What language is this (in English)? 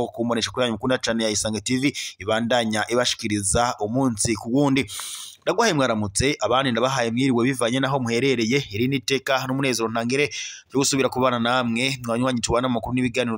Rundi